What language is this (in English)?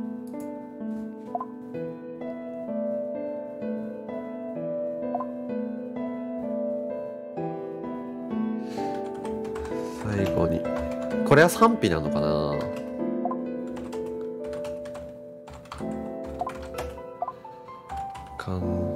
Japanese